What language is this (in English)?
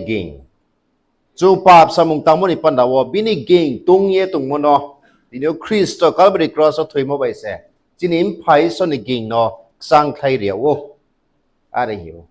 Riang (India)